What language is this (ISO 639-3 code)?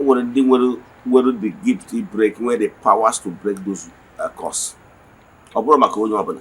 ibo